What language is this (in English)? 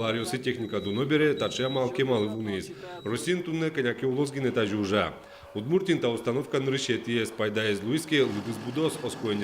Udmurt